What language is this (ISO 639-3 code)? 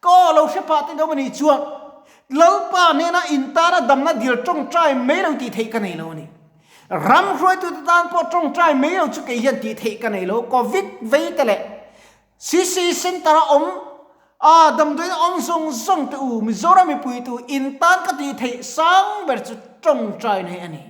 lus